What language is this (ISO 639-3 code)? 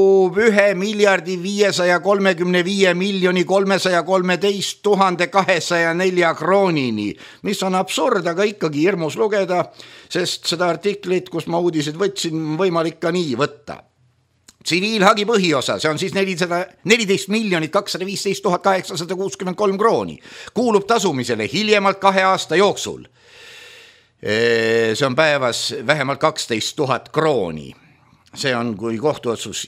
est